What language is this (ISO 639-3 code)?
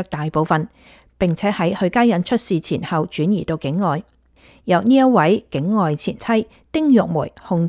yue